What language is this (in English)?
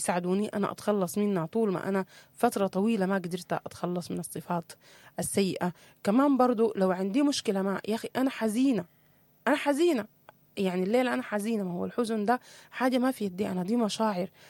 Sudanese Arabic